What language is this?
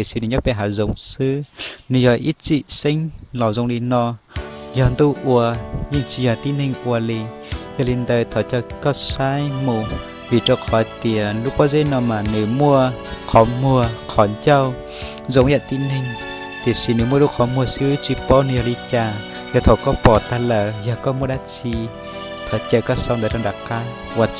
Hmong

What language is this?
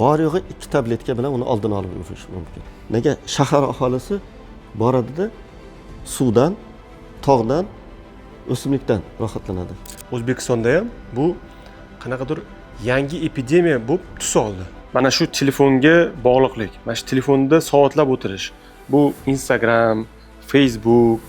Uzbek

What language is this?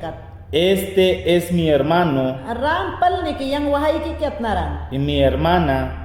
Mayangna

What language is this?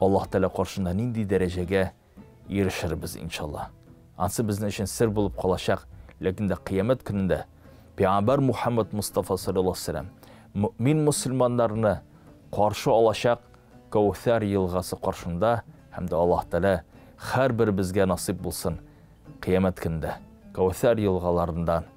Tatar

